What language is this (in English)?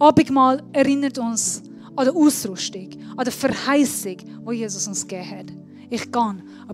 Swiss German